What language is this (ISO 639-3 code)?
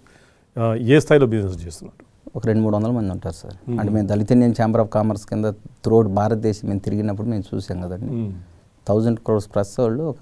tel